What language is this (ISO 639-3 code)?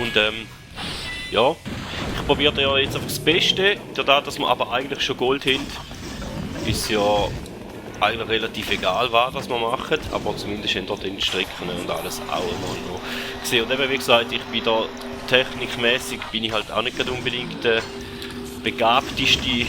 gsw